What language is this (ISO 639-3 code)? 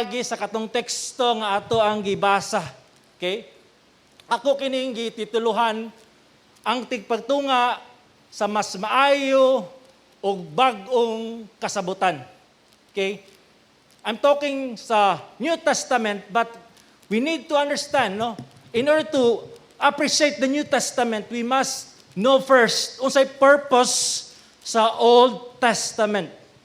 ceb